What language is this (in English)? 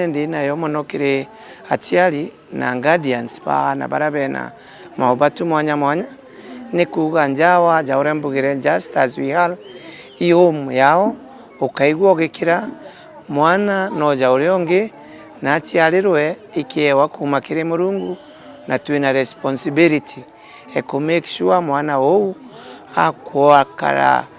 Meru